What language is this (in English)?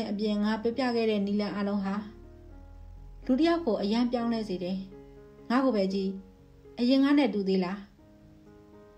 Burmese